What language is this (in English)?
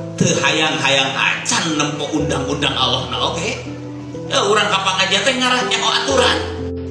Sundanese